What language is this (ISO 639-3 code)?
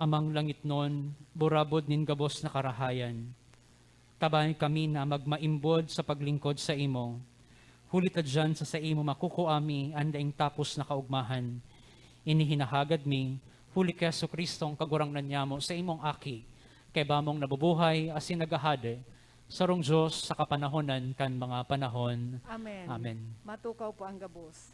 bik